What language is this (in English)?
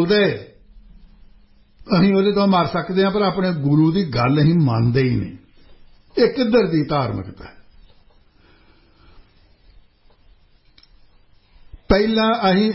Punjabi